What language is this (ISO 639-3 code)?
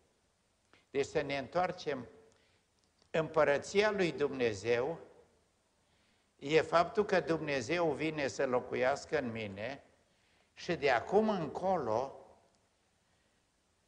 ron